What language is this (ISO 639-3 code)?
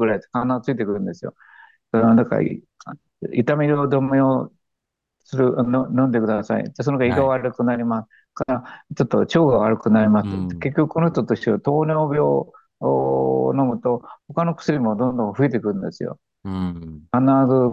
jpn